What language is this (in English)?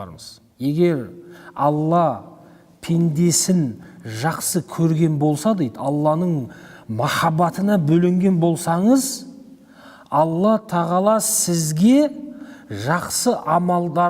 Kazakh